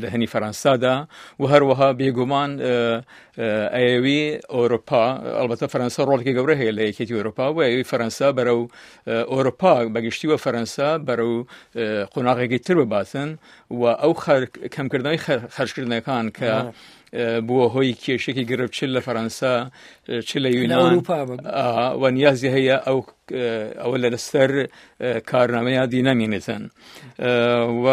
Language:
Central Kurdish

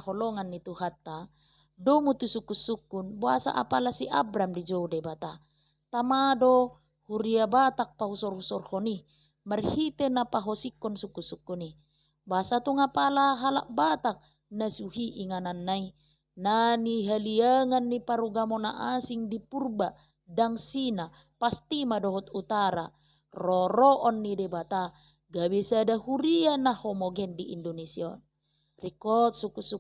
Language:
Batak Toba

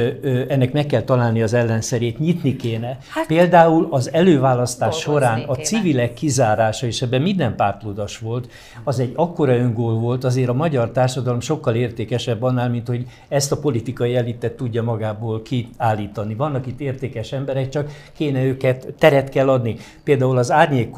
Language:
Hungarian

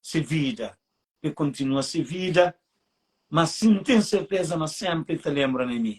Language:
Kabuverdianu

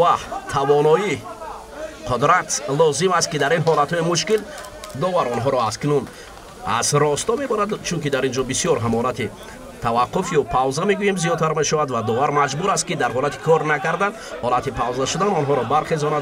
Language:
Tajik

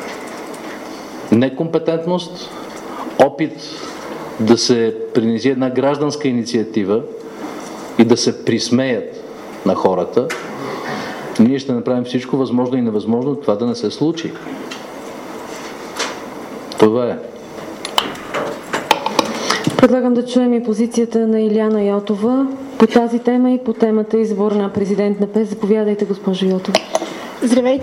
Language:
Bulgarian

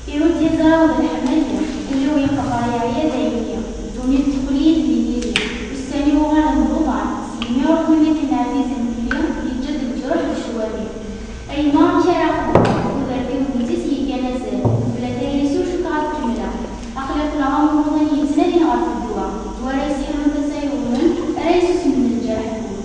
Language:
Kabyle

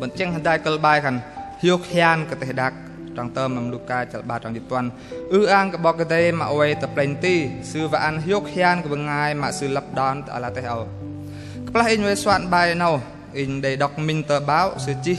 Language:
Bahnar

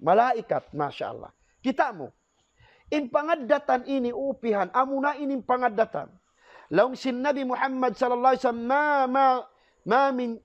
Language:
Tausug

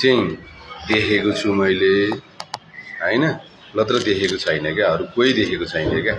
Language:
Nepali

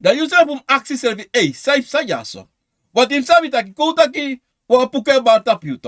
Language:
Sranan Tongo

